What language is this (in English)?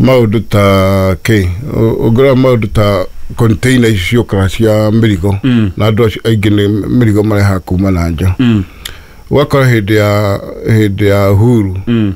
Kikuyu